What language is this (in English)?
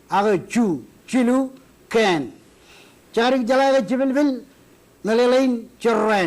Marshallese